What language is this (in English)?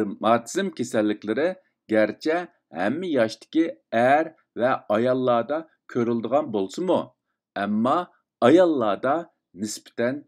Uyghur